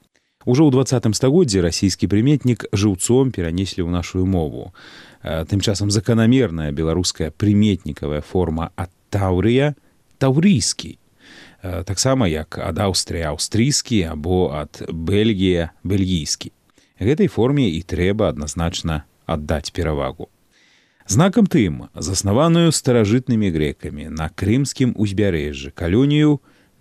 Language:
Belarusian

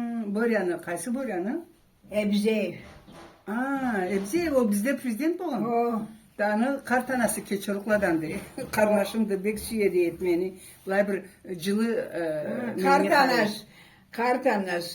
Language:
Karachay-Balkar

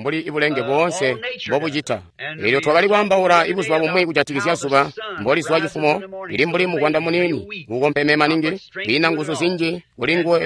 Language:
Tonga (Zambia)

